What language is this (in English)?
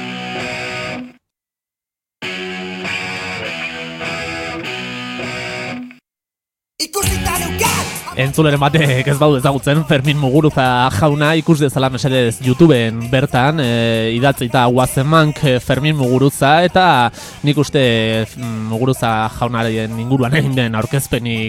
Basque